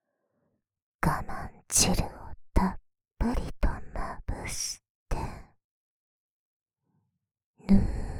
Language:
Japanese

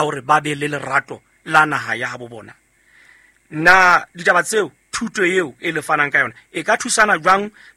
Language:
Southern Sotho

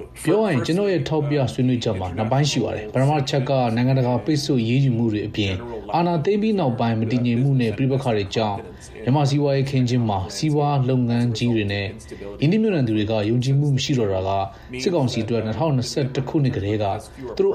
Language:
Burmese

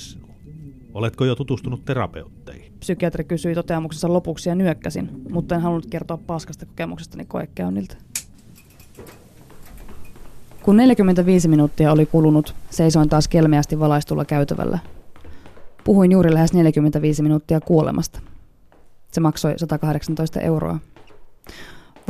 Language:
Finnish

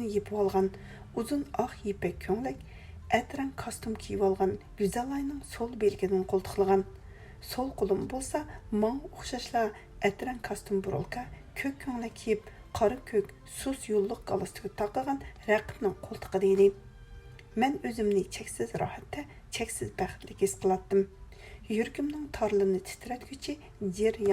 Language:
Uyghur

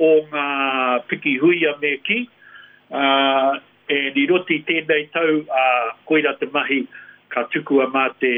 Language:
Māori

